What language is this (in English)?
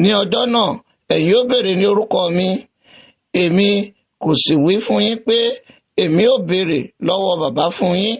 Yoruba